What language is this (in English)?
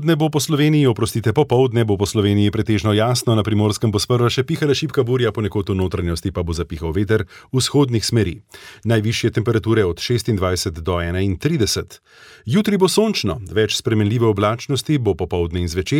Slovenian